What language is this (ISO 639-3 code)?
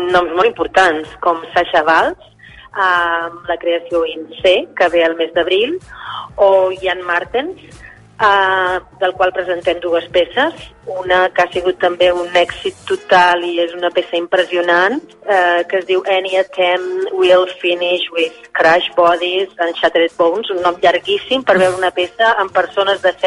cat